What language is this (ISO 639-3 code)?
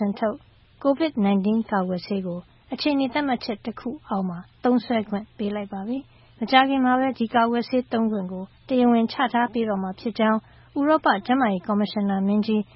mya